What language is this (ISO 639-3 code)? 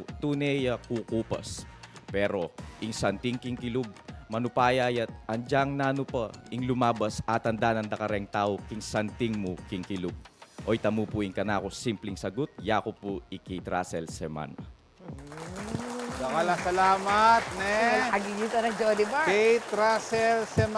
pam